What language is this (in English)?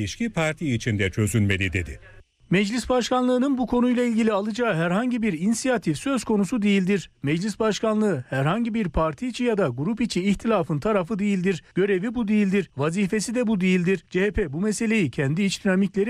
Turkish